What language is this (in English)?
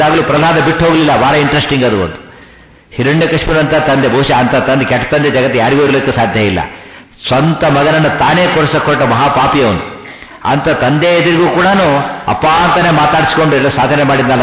Kannada